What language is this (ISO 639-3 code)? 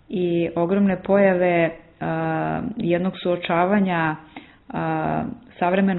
srp